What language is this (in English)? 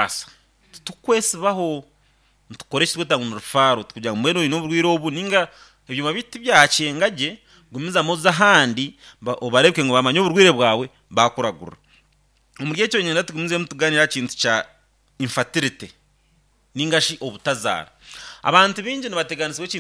Nyankole